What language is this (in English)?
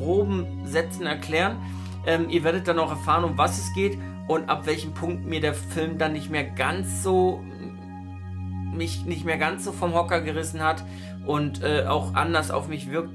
German